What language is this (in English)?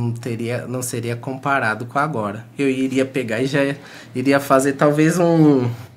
Portuguese